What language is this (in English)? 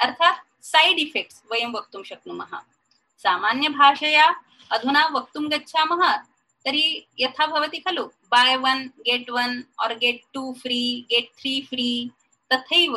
Sanskrit